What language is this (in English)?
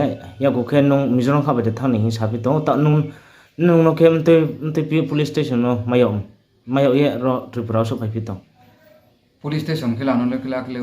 Riang (India)